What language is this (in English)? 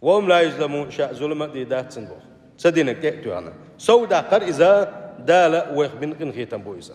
Chechen